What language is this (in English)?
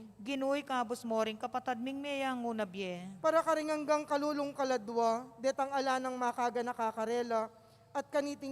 Pampanga